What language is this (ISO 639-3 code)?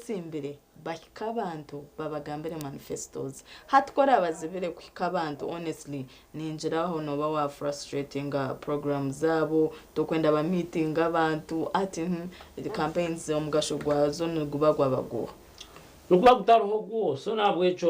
nyn